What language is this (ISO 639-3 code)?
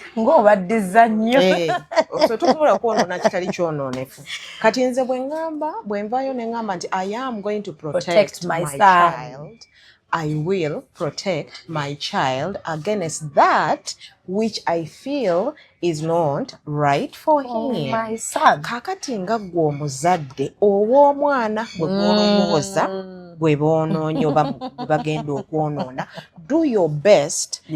lug